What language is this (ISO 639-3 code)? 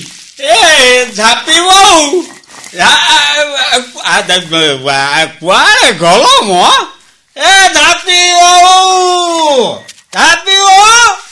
ori